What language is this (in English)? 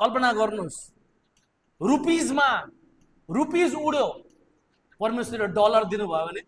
Nepali